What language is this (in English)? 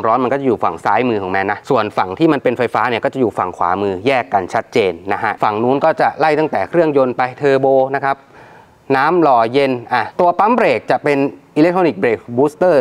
Thai